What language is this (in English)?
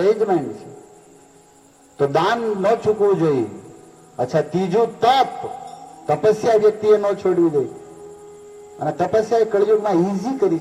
Gujarati